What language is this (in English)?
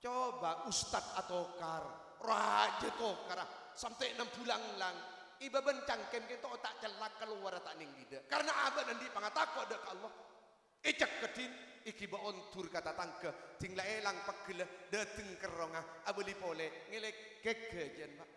Madurese